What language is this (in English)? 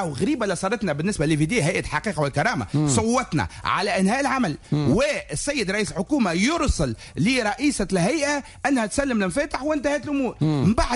Tunisian Arabic